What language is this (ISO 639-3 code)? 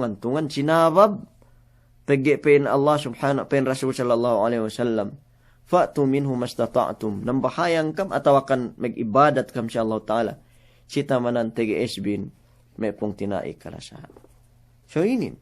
yka